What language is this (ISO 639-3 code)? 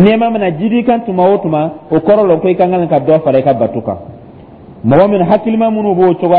dyu